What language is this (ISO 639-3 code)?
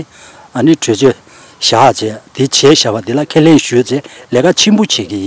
bod